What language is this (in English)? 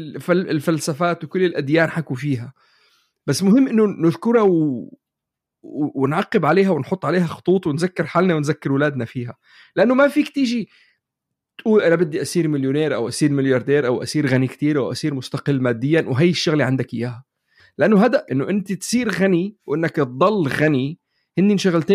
North Levantine Arabic